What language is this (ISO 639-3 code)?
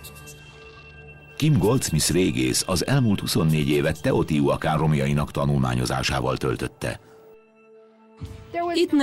hun